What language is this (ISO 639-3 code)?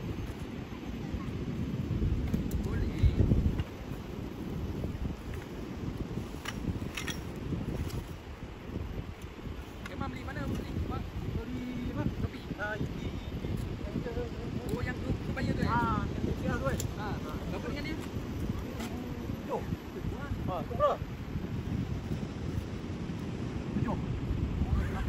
msa